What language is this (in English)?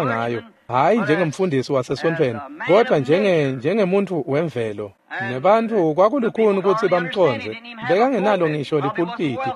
Swati